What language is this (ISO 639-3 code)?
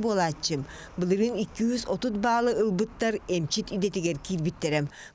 sah